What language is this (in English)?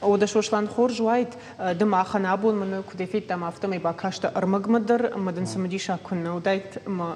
Ossetic